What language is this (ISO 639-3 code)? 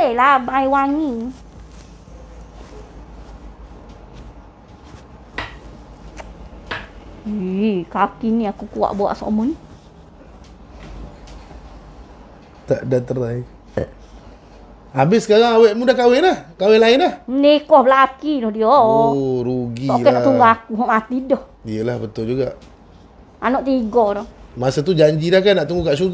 msa